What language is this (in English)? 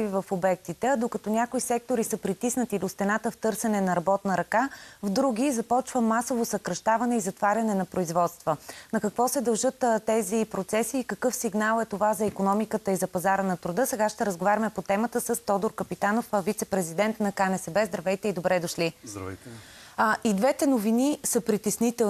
Bulgarian